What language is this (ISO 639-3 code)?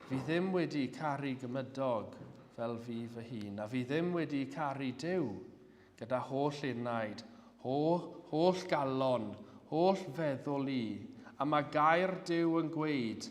cym